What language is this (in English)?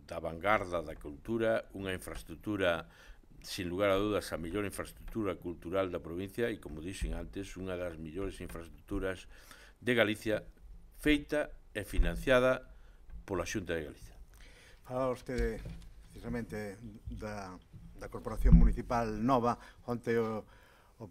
Galician